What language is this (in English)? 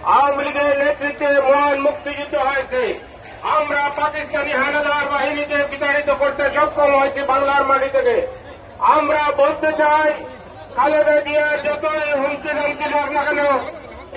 Bangla